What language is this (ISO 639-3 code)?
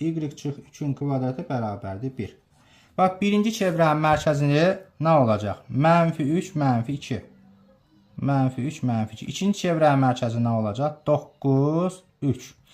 aze